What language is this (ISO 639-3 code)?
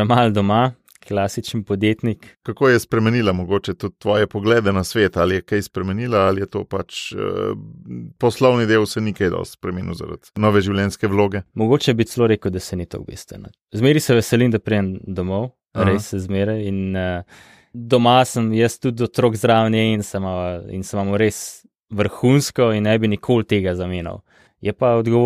slv